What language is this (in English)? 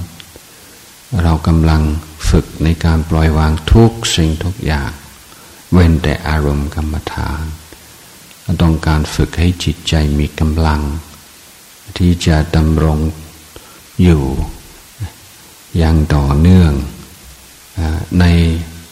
Thai